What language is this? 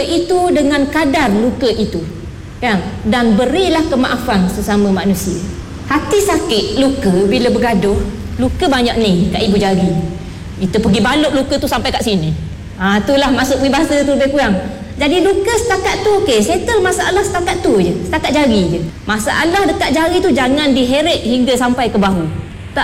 Malay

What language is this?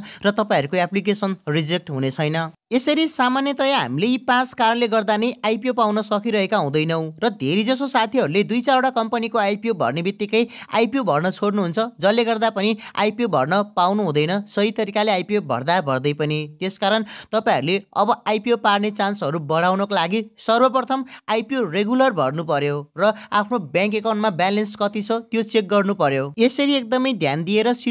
Nepali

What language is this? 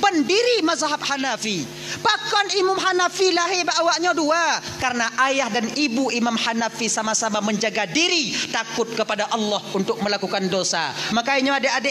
Achinese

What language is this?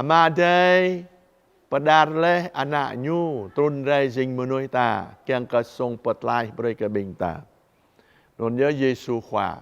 Jarai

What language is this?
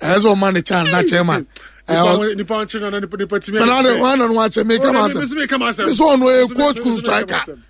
Akan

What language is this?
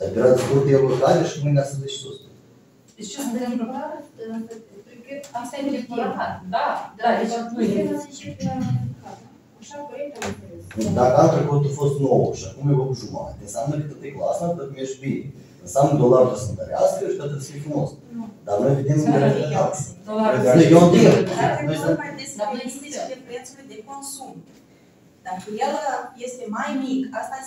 Romanian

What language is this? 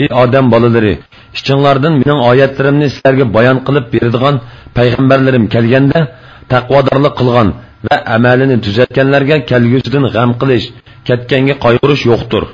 Uyghur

